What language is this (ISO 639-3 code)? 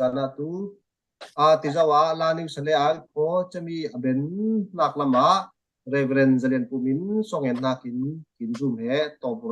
cfm